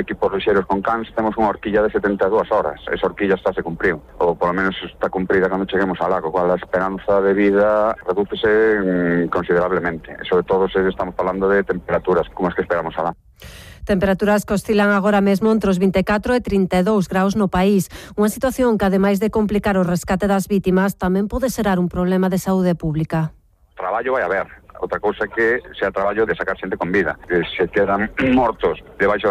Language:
Galician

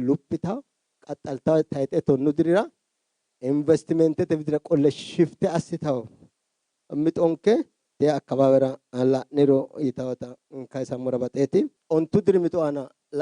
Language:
Sidamo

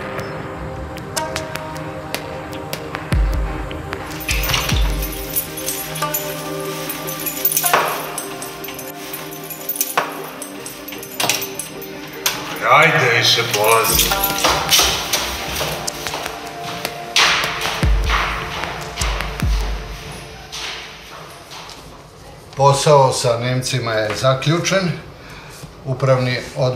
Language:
Serbian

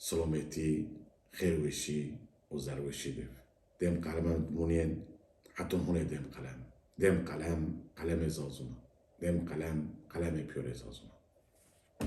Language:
Zaza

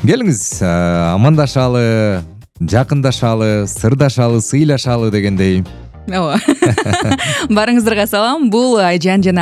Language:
Kyrgyz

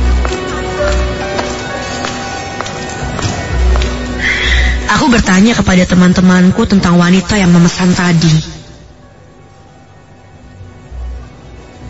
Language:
Indonesian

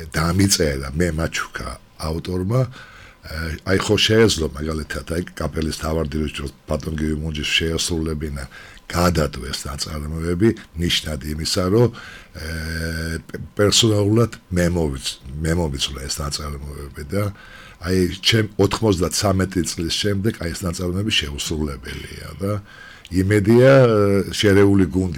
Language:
Georgian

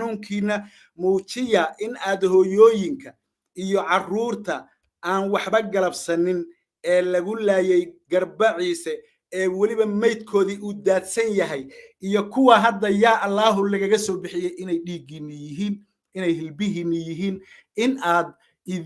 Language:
Somali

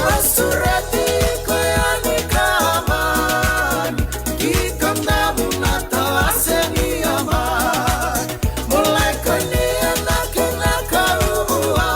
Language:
Fijian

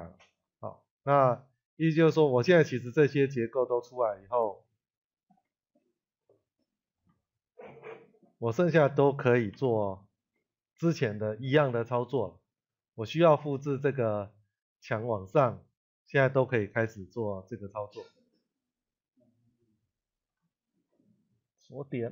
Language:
Chinese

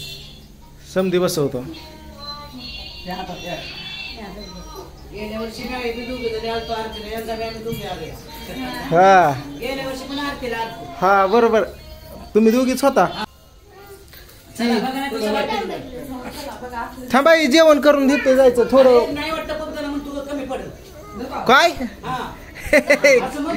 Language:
Marathi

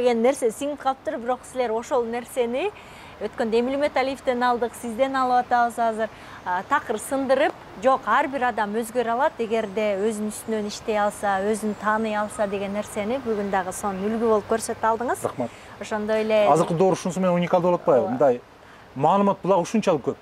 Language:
Kyrgyz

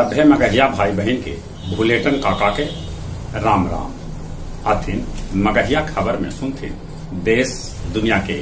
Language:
Magahi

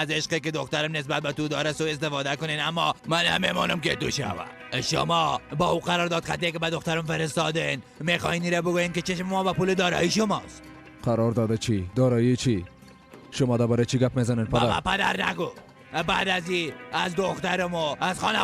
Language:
Persian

